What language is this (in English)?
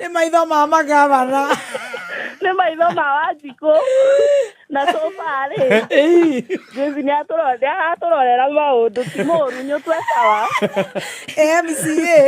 Kikuyu